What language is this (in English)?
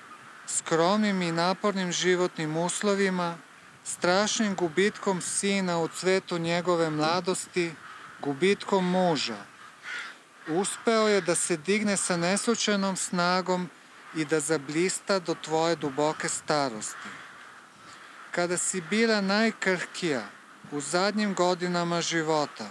Serbian